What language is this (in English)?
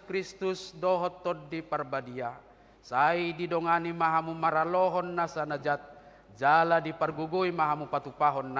Batak Toba